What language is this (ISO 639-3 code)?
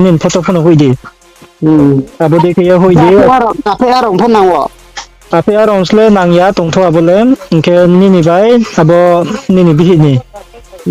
ria